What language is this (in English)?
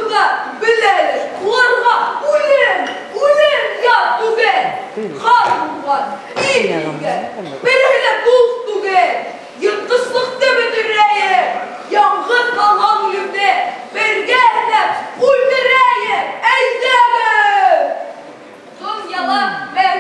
Bashkir